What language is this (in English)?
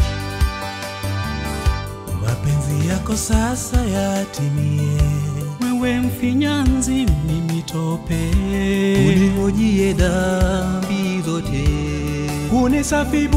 Swahili